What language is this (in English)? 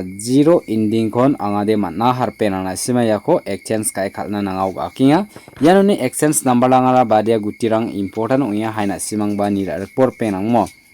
Garo